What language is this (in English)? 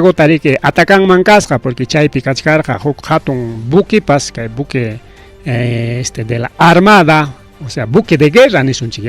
Ayacucho Quechua